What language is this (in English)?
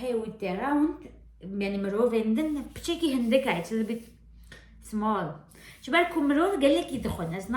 Kurdish